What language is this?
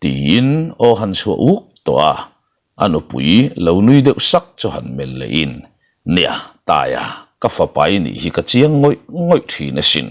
Mizo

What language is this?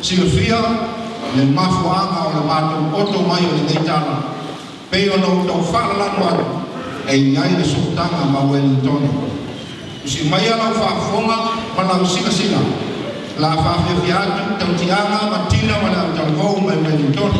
Samoan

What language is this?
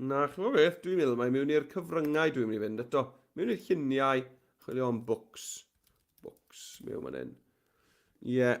Welsh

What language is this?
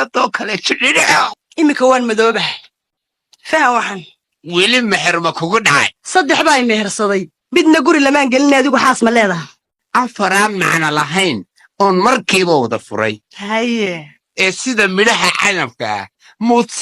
Somali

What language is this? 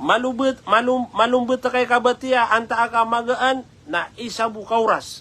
Maranao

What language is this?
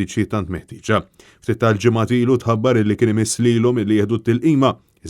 Maltese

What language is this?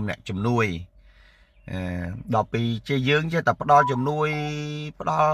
Khmer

